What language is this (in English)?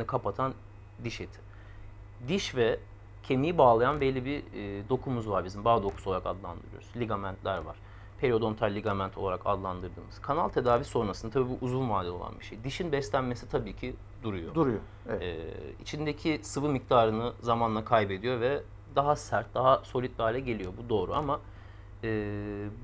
Turkish